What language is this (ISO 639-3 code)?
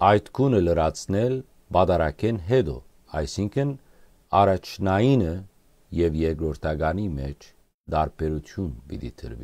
hyw